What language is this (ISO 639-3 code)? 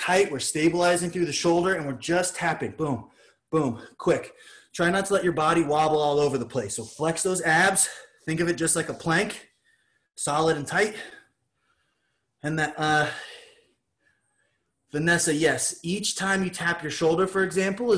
eng